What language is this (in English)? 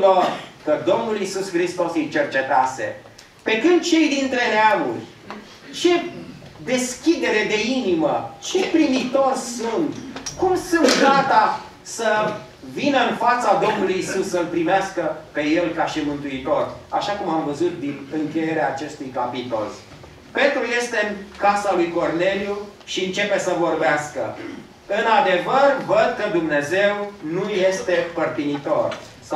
Romanian